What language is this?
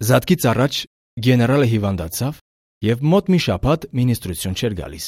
Armenian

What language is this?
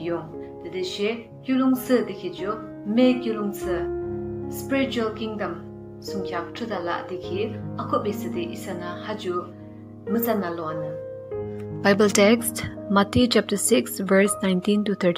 Yimchungru Naga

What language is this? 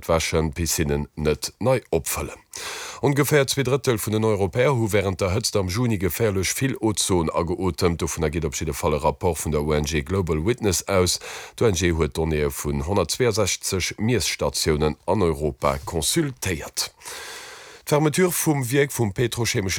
Luxembourgish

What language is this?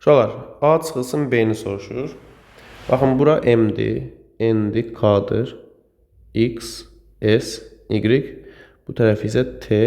Azerbaijani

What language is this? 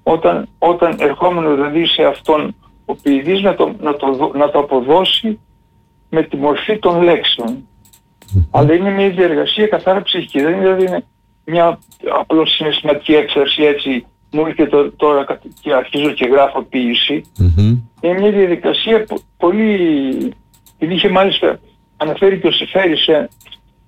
Greek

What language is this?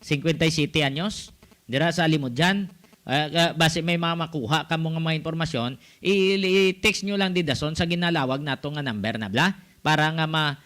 Hiligaynon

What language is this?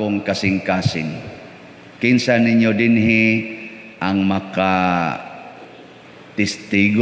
Cebuano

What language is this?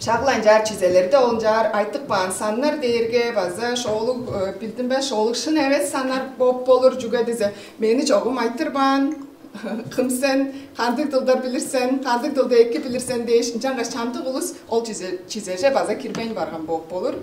Tuvinian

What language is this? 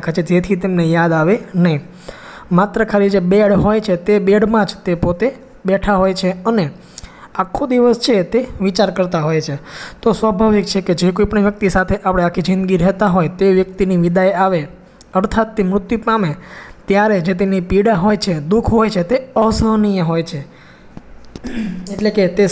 Gujarati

